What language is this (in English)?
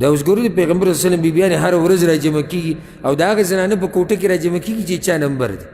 Pashto